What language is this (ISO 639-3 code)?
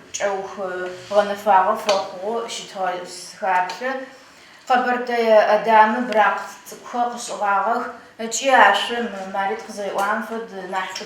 ady